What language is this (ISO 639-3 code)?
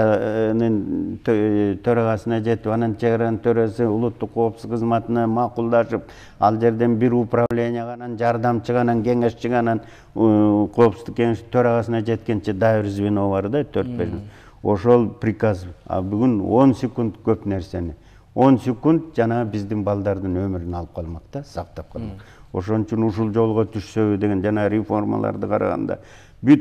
kir